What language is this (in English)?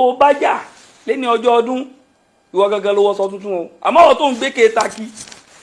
Yoruba